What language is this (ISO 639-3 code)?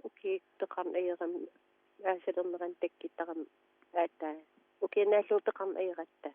kal